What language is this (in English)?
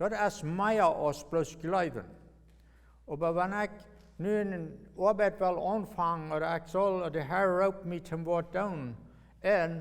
Plautdietsch